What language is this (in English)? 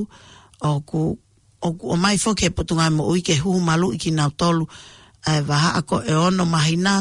Tongan